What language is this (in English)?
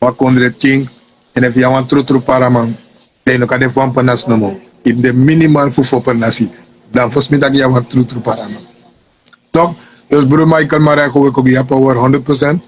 Sranan Tongo